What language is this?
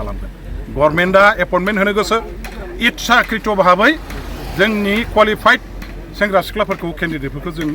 Bodo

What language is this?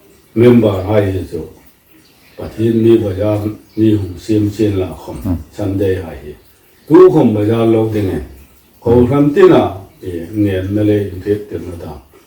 Hmar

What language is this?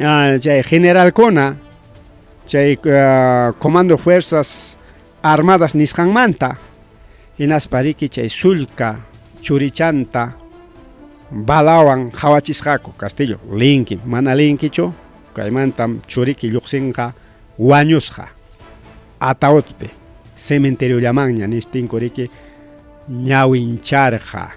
Ayacucho Quechua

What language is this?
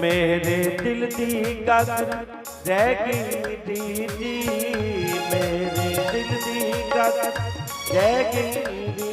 Dogri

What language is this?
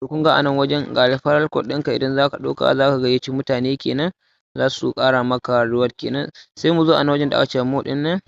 Hausa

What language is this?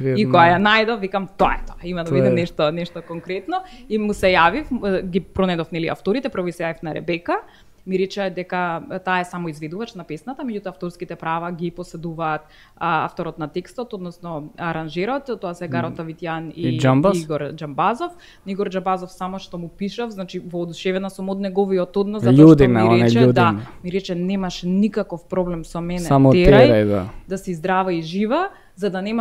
Macedonian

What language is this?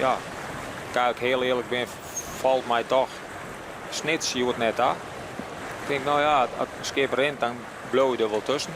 Western Frisian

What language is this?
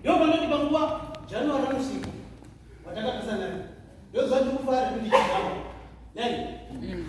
Shona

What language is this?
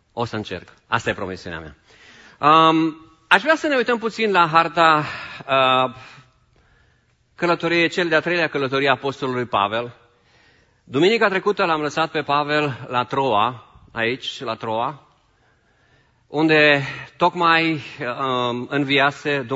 Romanian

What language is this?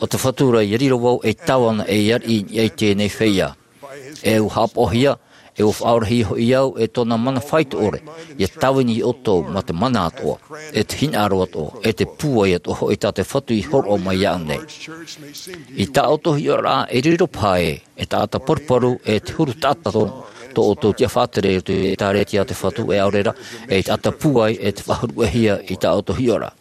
Tahitian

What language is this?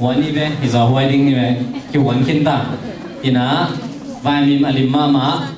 Tedim Chin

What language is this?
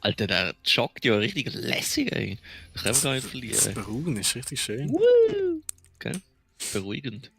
Swiss German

